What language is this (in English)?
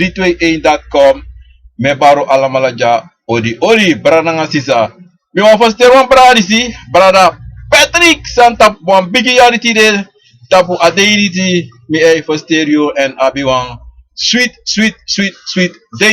Sranan Tongo